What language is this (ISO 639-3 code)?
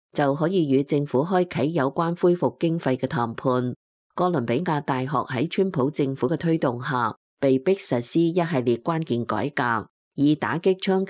yue